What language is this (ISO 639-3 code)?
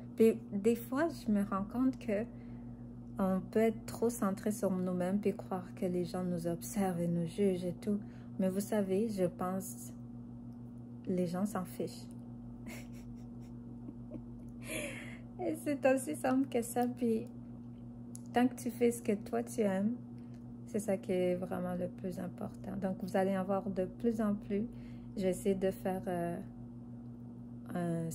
fra